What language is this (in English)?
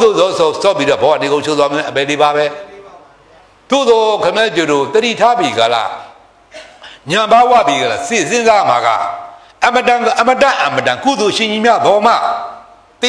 Burmese